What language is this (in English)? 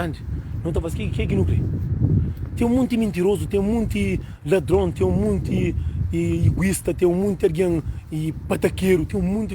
Kabuverdianu